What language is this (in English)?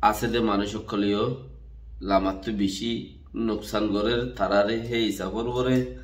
Rohingya